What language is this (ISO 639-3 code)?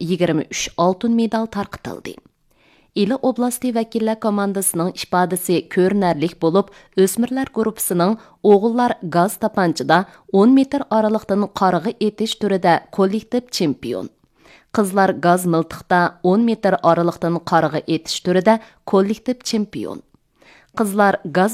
uig